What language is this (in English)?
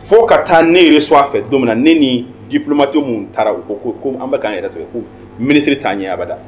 Bambara